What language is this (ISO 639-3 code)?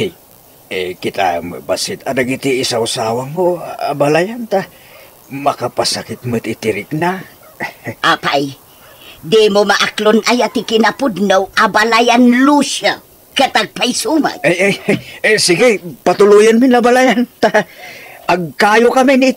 ilo